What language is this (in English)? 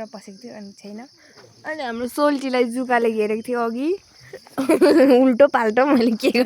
Nepali